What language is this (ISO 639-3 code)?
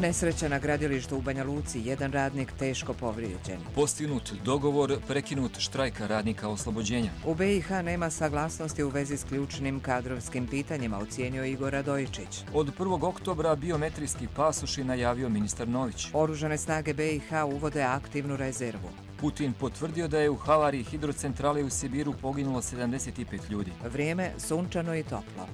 hrv